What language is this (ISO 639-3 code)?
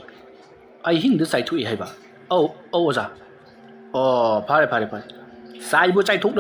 mni